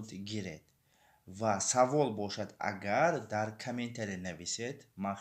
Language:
Tajik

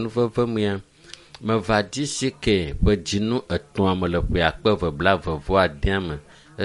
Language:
Ewe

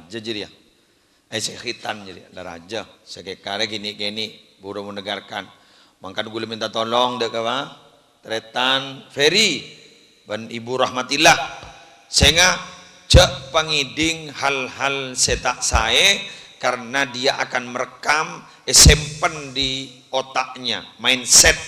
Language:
Madurese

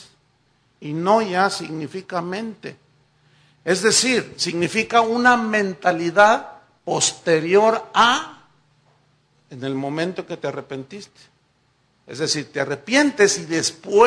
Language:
Spanish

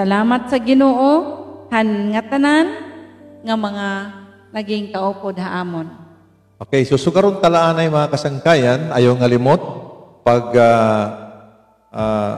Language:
Waray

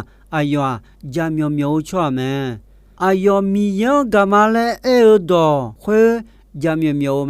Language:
Akha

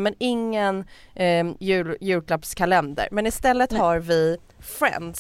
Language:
Swedish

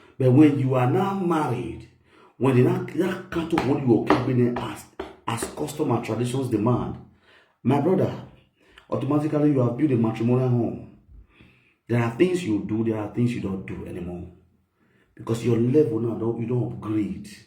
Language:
Nigerian Pidgin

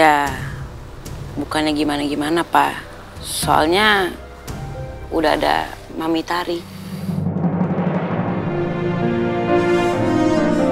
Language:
Indonesian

